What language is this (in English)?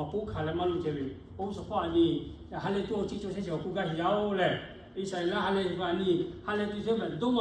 Lahu